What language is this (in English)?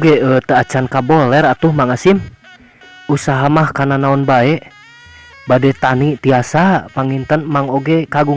Sundanese